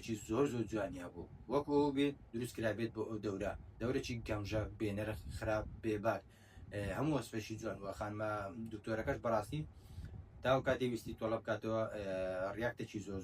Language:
Central Kurdish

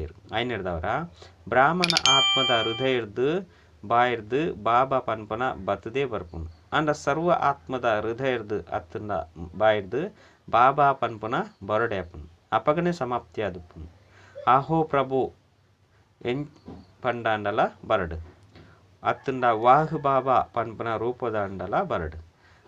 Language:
Tulu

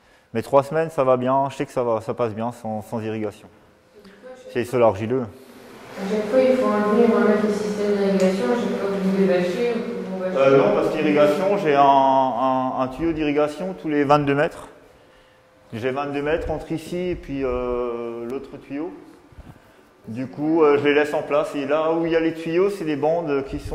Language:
French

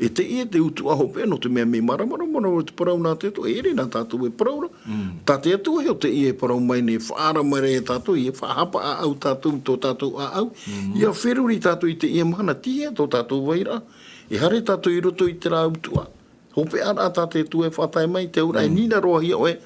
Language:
Tahitian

